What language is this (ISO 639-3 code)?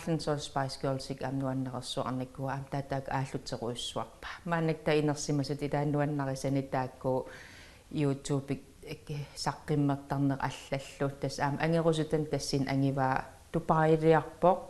kal